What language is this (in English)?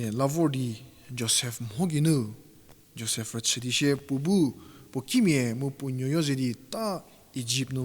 Angami Naga